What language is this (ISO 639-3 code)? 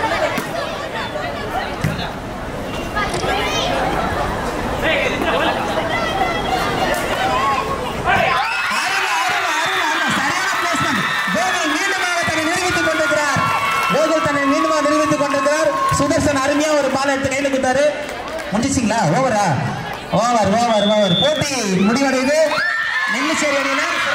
tam